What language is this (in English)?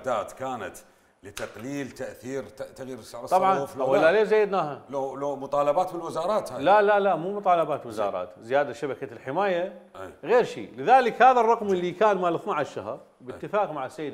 Mesopotamian Arabic